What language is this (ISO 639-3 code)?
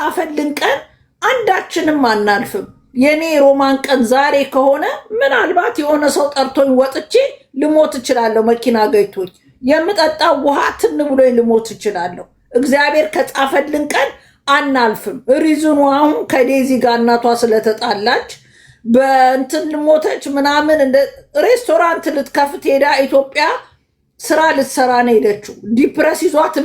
amh